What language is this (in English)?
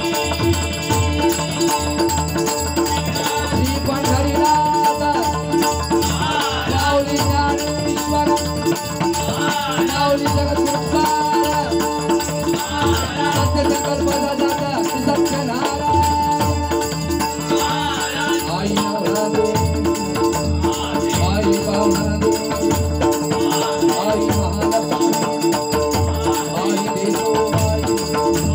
Marathi